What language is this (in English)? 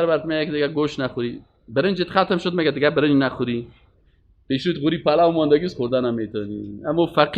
Persian